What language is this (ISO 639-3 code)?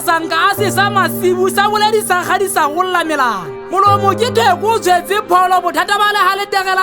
sot